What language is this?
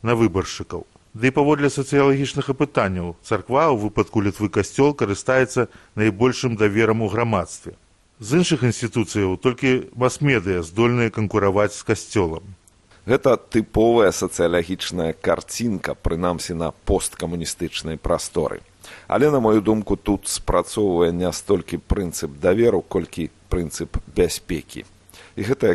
Belarusian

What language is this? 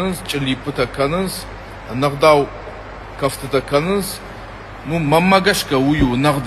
Ossetic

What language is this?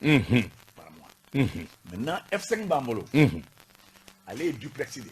Bambara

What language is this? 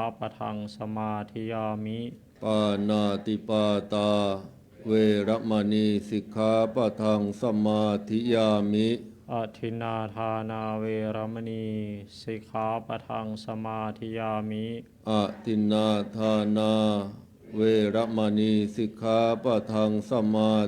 Pali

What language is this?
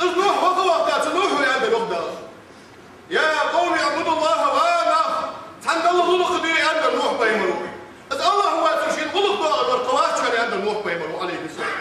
Ingush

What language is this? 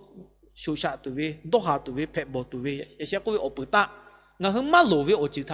Lahu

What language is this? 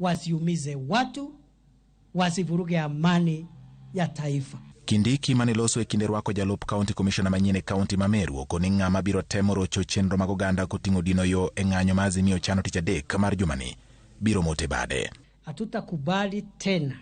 Luo (Kenya and Tanzania)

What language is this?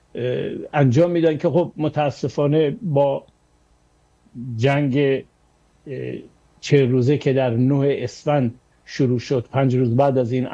Persian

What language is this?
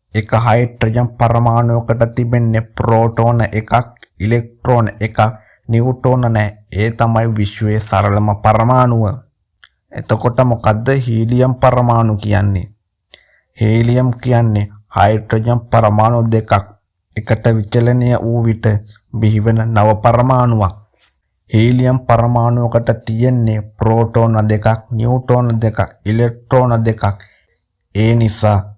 Sinhala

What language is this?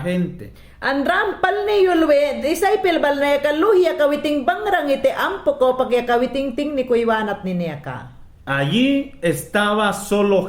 Mayangna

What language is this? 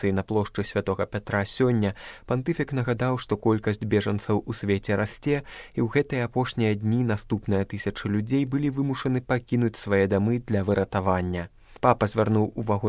Belarusian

